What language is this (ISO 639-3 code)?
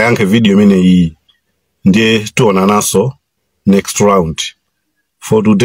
nya